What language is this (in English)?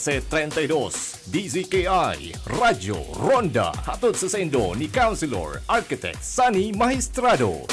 Bikol